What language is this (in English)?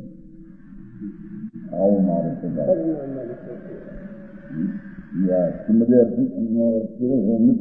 Gujarati